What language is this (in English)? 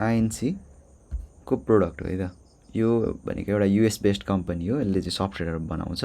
Nepali